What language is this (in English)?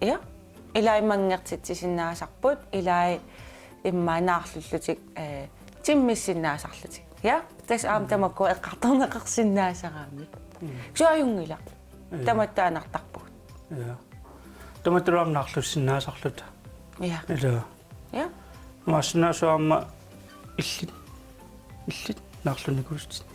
Kalaallisut